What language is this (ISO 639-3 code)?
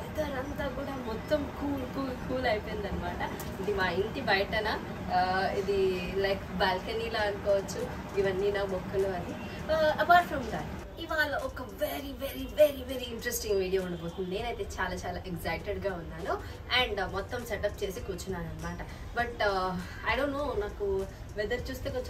tel